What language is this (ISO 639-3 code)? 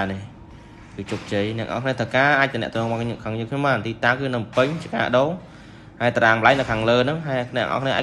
khm